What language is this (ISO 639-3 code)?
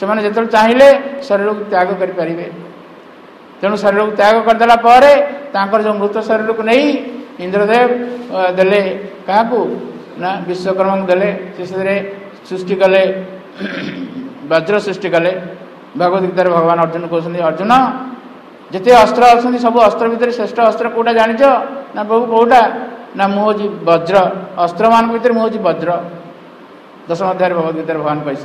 ori